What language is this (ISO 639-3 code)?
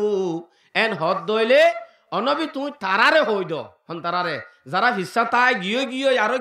rhg